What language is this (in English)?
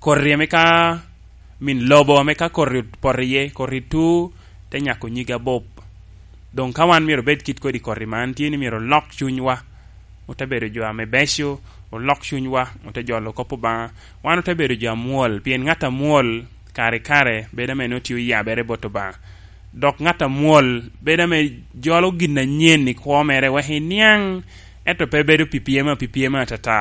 Lango (Uganda)